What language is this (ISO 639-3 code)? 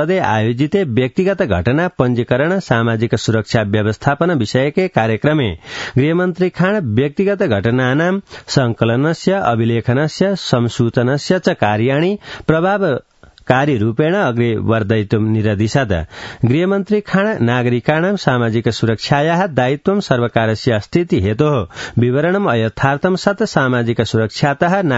san